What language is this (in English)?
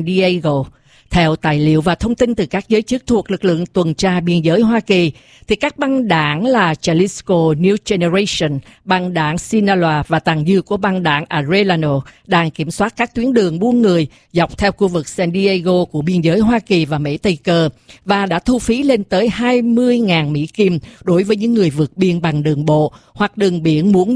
Vietnamese